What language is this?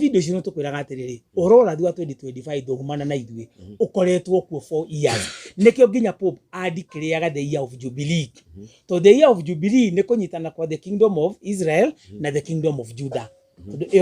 Kikuyu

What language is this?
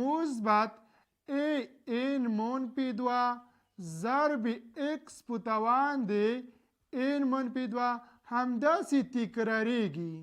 Pashto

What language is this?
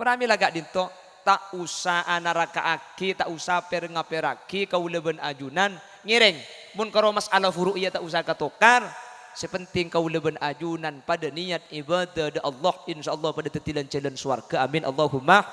Madurese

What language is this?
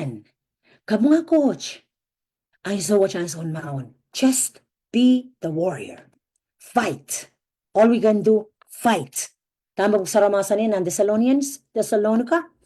Pohnpeian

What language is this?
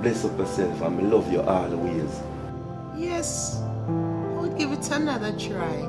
Jamaican Creole English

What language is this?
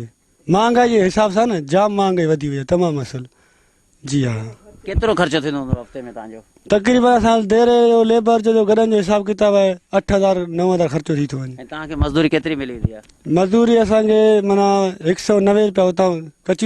Sindhi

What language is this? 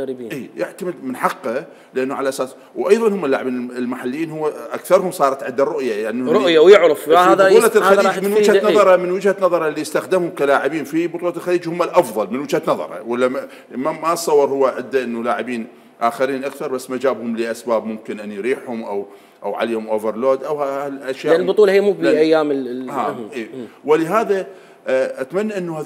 Mesopotamian Arabic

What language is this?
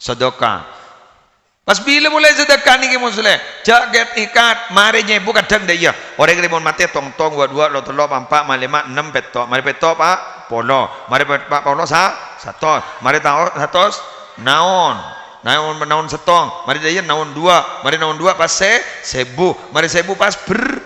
Madurese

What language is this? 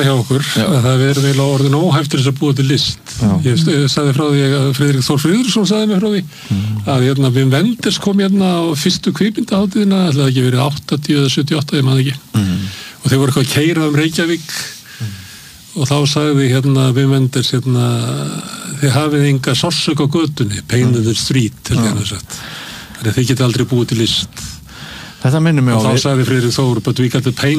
Icelandic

